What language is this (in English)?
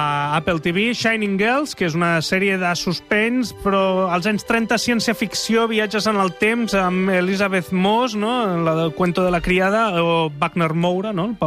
Catalan